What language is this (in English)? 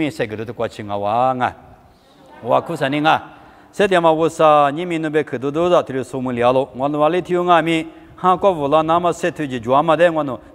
Lisu